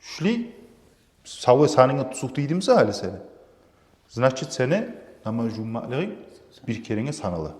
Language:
Kumyk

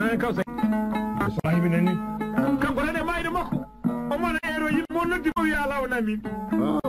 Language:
Fula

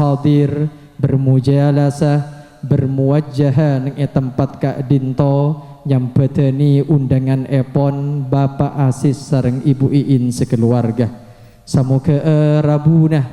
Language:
Madurese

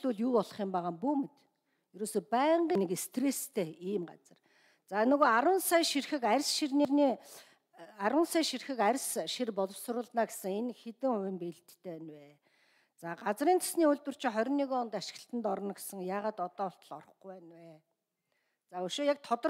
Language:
Mongolian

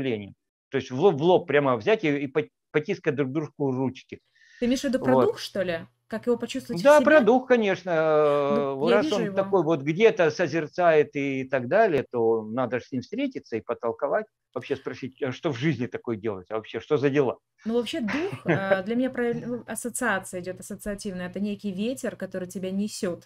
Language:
Russian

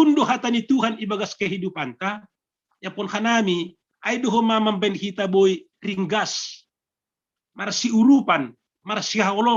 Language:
Batak Simalungun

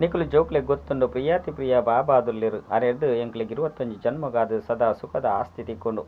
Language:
Tulu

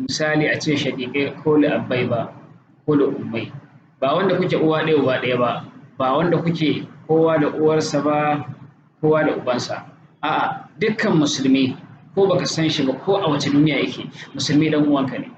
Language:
Hausa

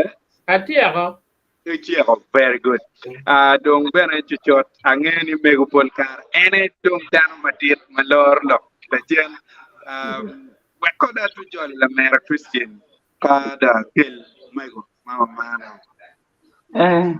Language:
Acoli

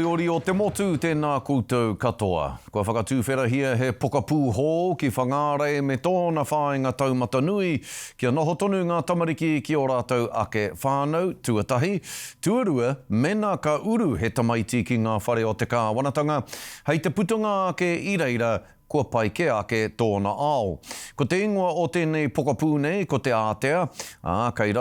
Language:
Māori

